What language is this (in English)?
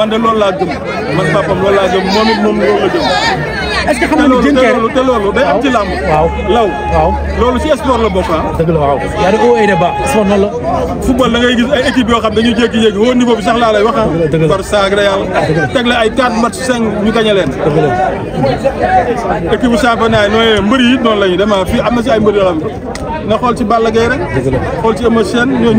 Wolof